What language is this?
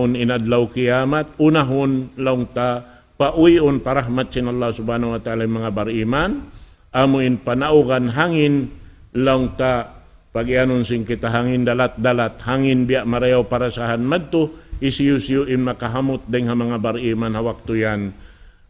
Tausug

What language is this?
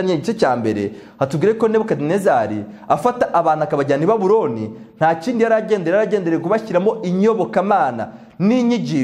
Kinyarwanda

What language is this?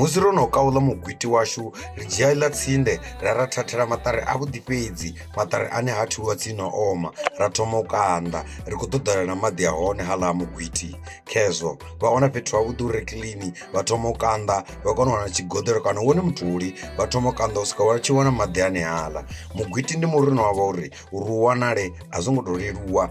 Venda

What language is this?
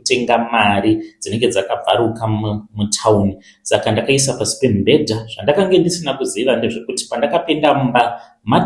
Shona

